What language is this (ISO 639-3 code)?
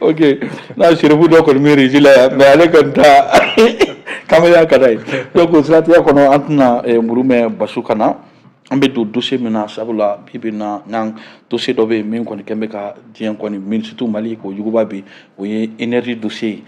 bam